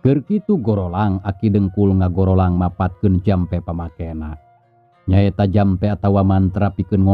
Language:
Sundanese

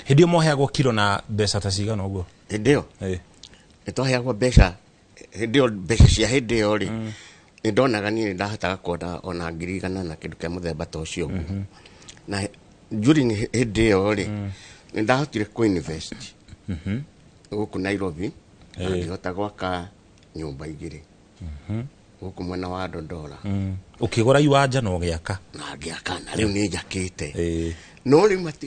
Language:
Kikuyu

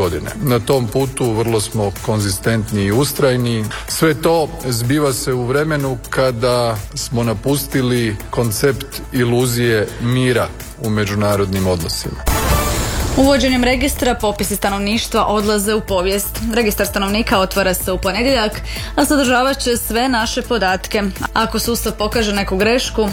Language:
Croatian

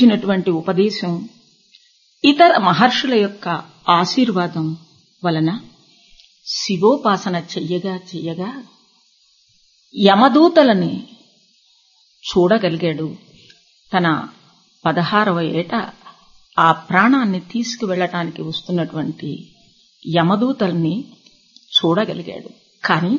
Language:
Telugu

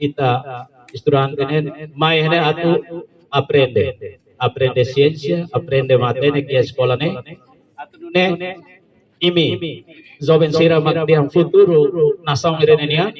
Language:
Tetum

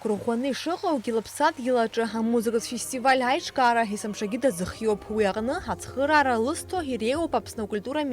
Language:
Abkhazian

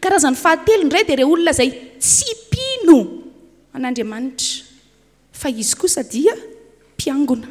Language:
Malagasy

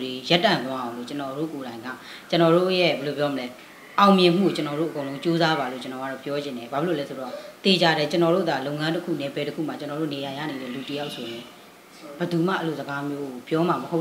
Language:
Burmese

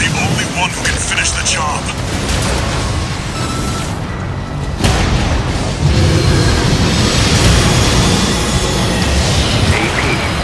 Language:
English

